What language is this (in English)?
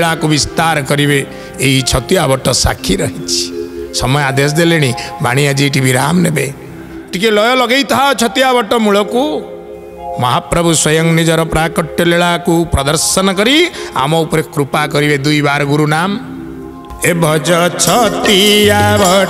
Odia